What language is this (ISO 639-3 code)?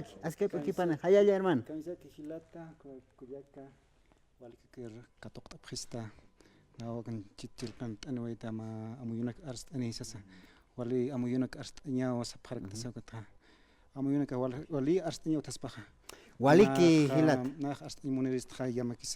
aym